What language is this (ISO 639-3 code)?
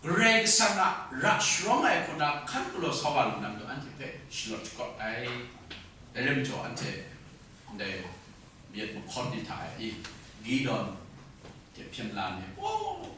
kac